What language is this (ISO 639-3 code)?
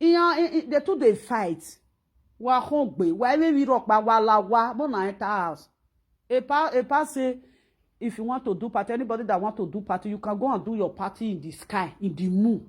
pcm